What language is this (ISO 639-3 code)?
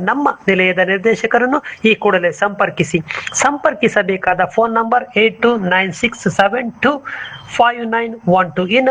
kan